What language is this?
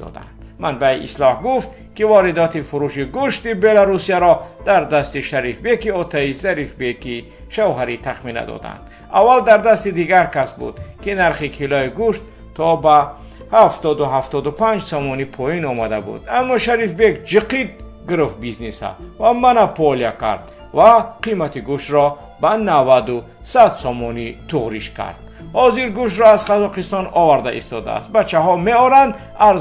Tajik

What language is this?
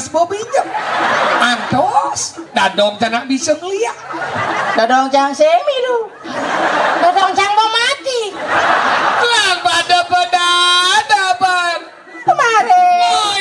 Balinese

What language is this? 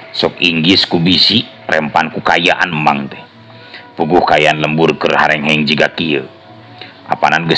Sundanese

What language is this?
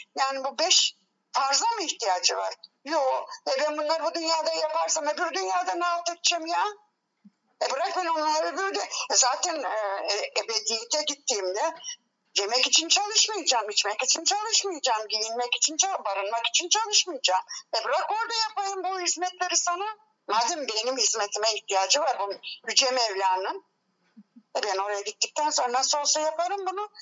Turkish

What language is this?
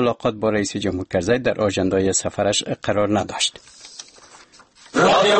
Persian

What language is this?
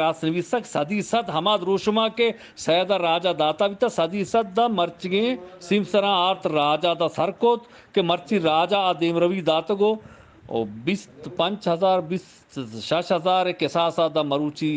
Eastern Balochi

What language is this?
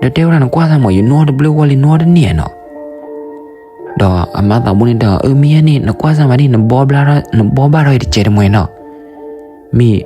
S'gaw Karen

